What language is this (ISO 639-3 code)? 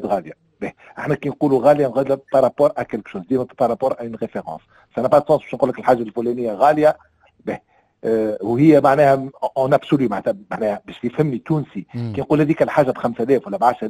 aeb